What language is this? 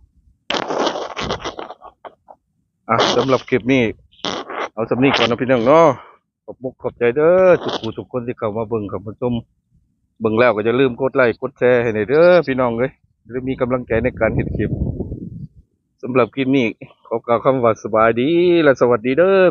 Lao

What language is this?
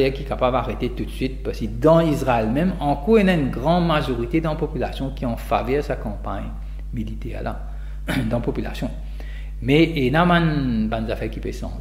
Morisyen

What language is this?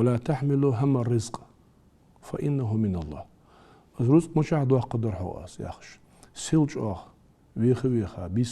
Ingush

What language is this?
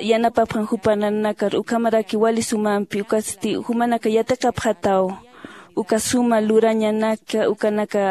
Aymara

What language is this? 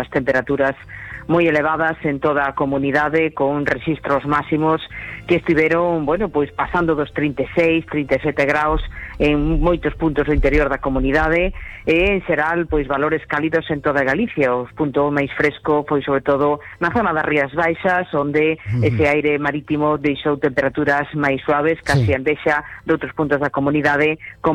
Galician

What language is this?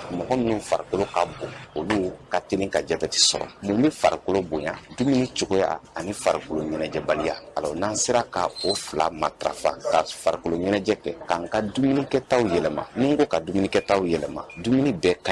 Bambara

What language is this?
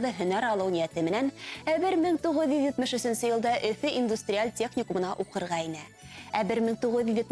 Bashkir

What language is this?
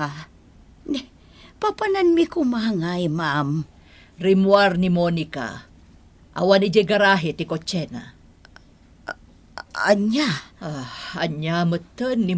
Iloko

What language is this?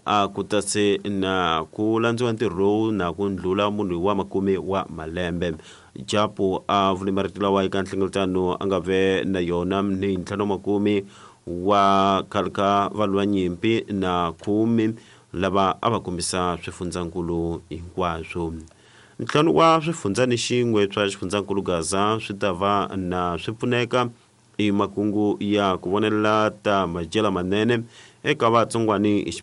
Tsonga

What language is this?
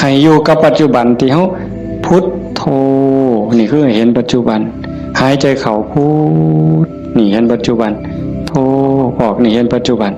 Northeastern Thai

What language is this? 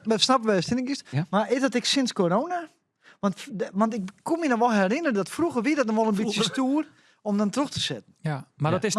Western Frisian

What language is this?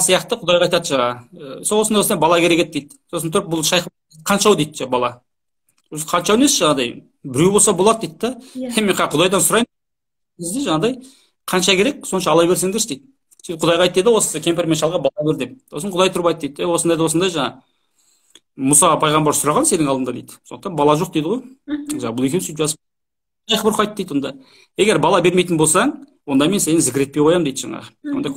Kazakh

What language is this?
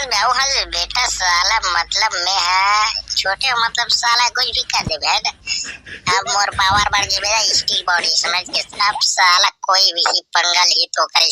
Chhattisgarhi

